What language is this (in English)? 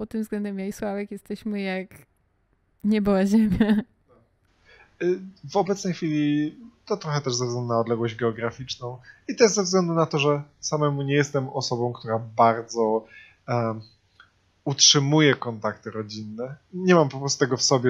Polish